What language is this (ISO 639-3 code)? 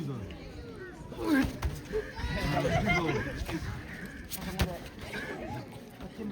nma